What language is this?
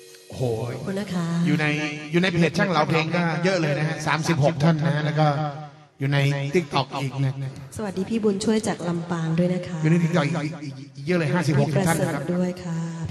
Thai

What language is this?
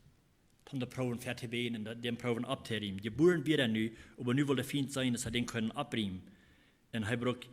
Plautdietsch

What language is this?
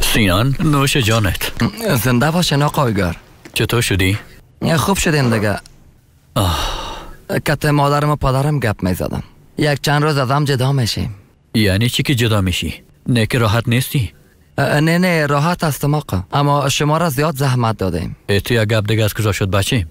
Persian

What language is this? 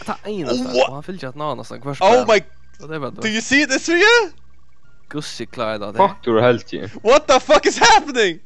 Faroese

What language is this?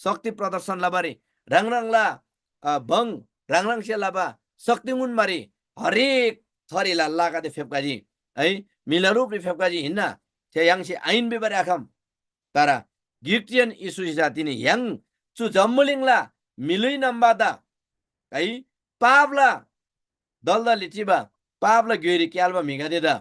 Eastern Tamang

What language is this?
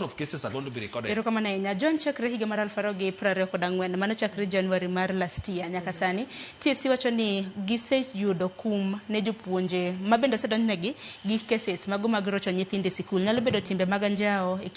Luo (Kenya and Tanzania)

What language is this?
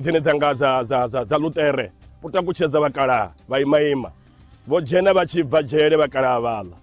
Venda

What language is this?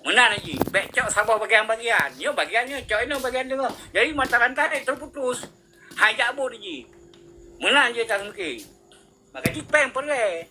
Achinese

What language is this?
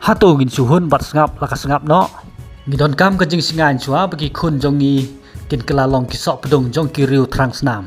Khasi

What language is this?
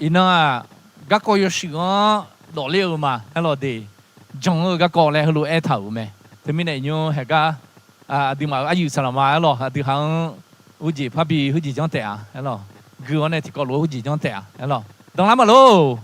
Akha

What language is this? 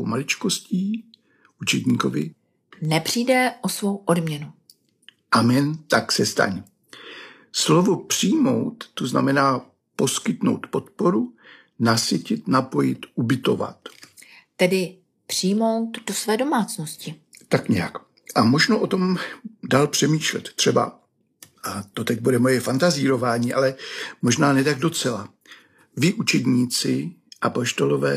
Czech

